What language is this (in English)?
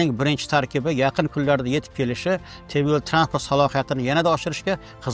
Uzbek